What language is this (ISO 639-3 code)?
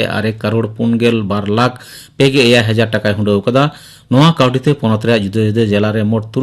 sat